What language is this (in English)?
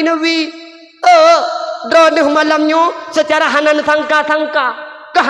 Achinese